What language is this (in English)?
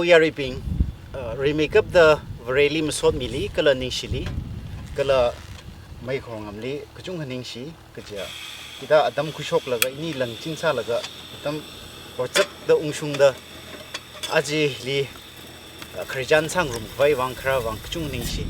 Tangkhul Naga (India)